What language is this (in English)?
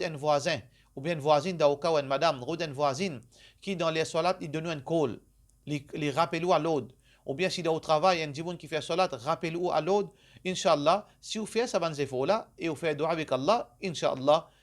Morisyen